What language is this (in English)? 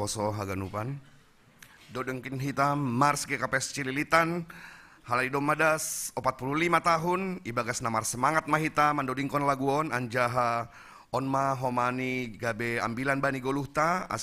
Batak Simalungun